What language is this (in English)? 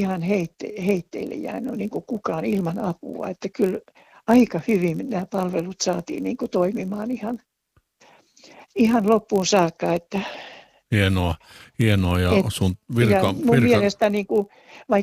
Finnish